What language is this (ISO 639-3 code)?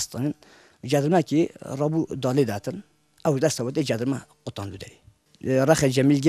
kur